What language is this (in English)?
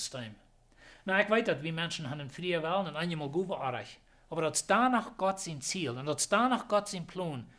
Plautdietsch